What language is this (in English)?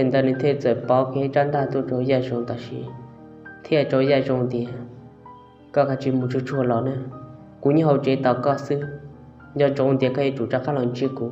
Hmong